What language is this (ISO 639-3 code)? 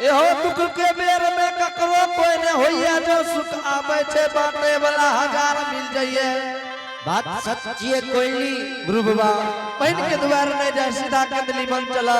anp